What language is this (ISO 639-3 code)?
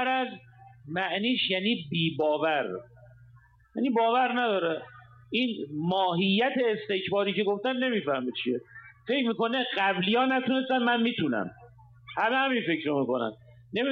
fas